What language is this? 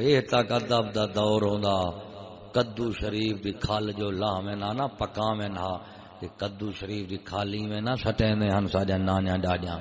Saraiki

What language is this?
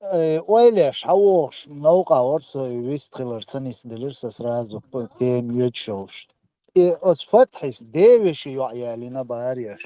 Chechen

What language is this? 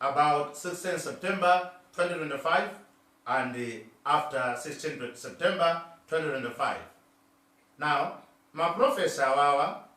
Nyanja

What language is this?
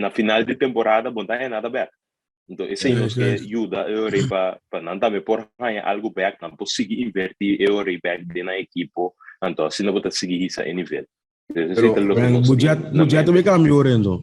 Papiamento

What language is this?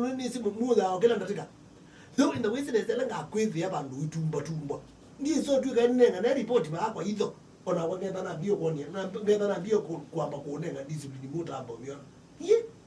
Kamba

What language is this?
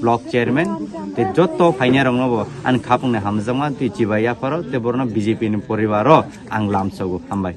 Kok Borok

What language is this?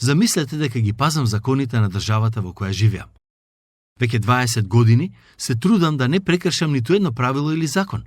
Macedonian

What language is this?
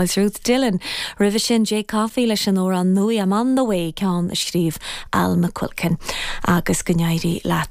Irish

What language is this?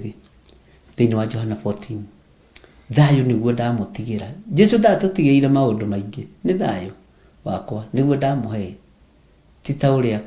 Kikuyu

